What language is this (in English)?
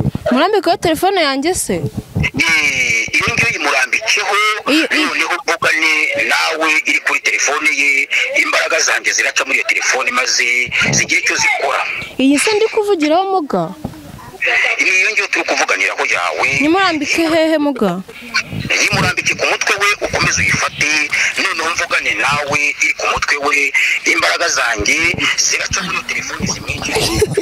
Kinyarwanda